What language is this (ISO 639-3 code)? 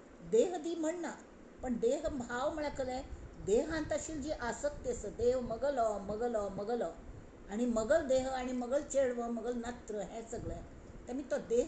kok